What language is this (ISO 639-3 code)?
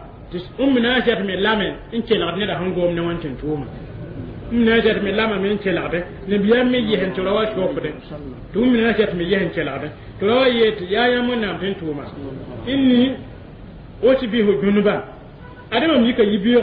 mos